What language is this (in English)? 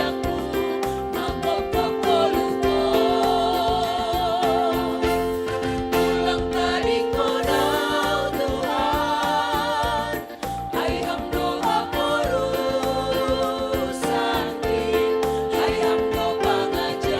Batak Simalungun